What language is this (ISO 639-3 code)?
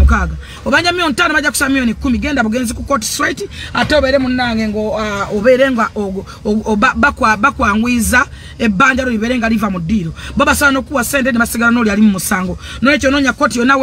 lug